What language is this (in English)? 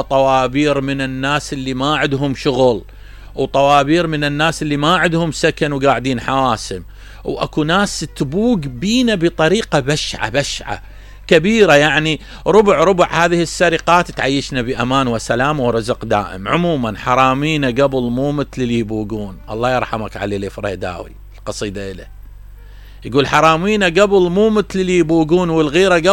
Mesopotamian Arabic